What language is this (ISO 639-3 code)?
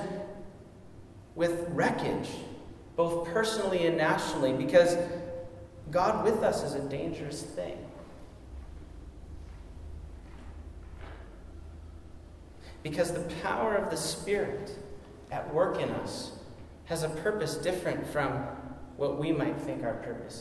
eng